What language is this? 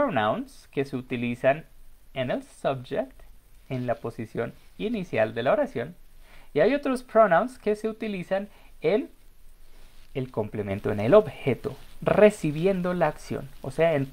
Spanish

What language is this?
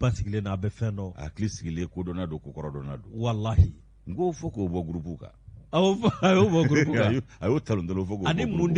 Bambara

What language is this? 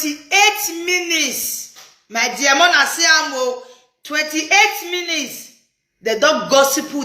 Nigerian Pidgin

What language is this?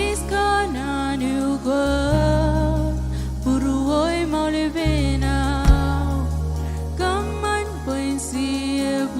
Marshallese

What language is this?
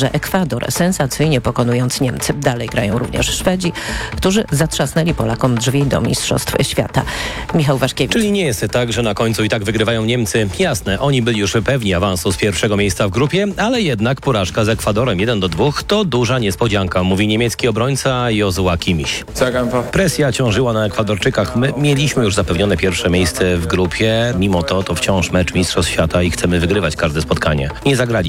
Polish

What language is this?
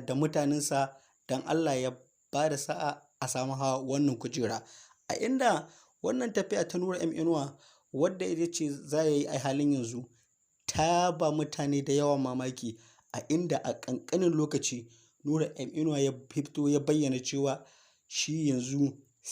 Hausa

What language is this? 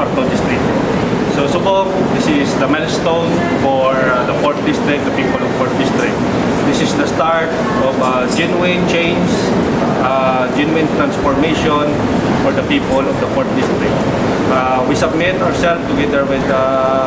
Hiligaynon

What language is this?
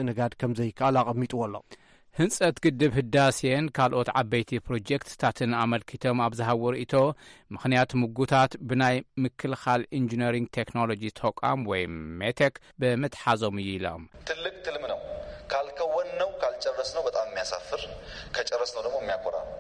Tigrinya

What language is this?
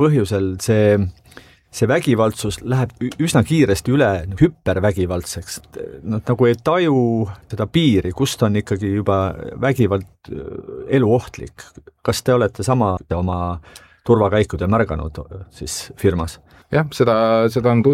Estonian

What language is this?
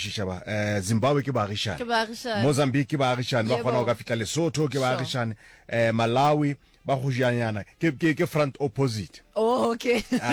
Northern Sotho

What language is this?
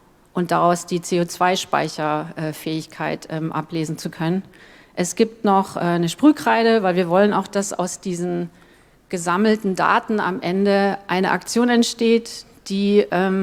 German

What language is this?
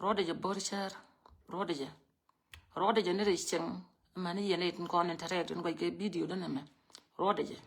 Nuer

